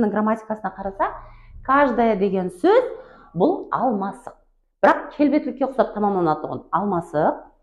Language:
Kara-Kalpak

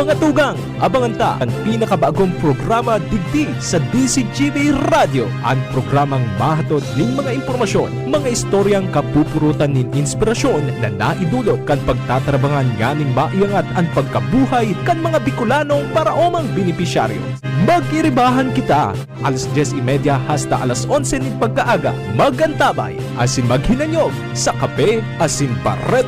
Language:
Bikol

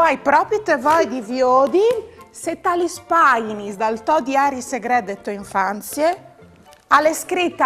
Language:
Friulian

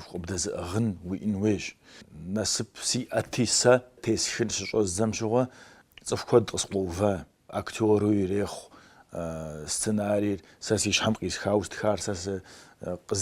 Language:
Kabardian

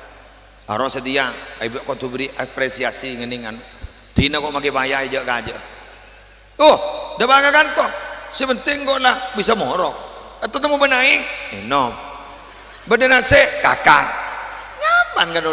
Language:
Madurese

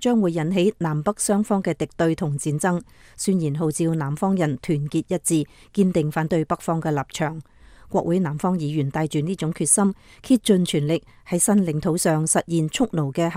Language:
Cantonese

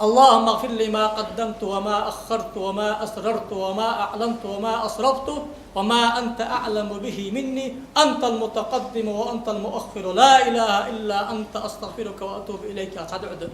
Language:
Ingush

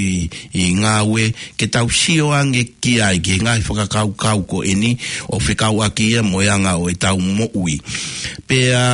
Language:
Tongan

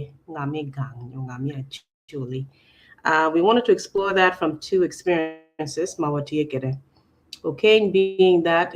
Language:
Acoli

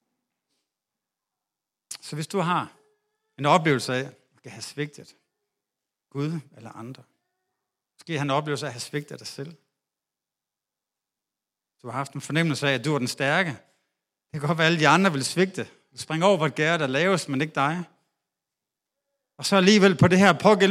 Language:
Danish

